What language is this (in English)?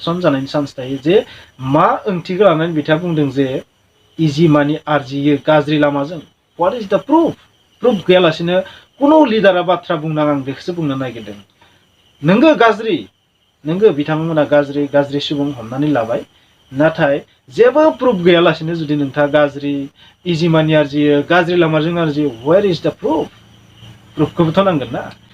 Bodo